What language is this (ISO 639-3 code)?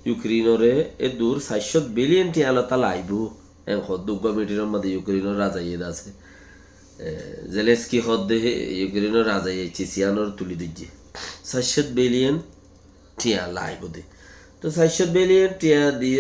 rhg